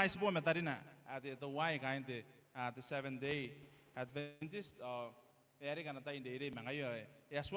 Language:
Gilbertese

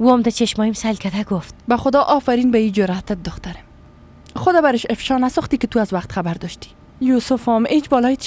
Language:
Persian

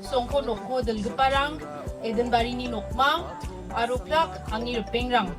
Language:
Garo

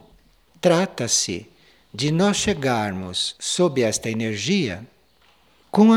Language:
Portuguese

